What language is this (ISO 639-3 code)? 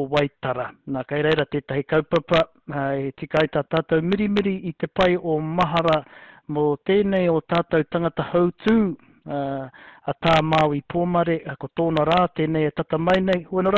mri